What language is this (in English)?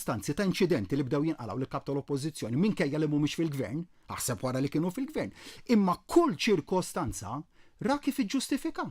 Maltese